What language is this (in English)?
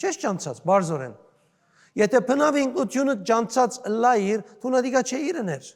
Western Armenian